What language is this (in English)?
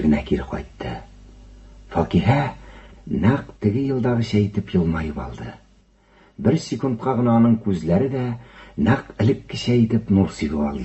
Tatar